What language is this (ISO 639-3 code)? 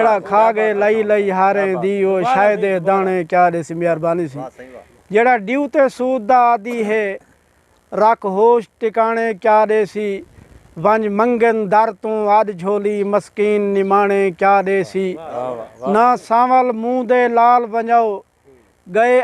skr